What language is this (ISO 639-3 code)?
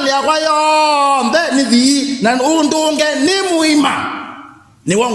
kam